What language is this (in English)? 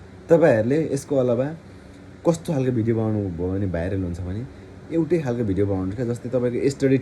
Nepali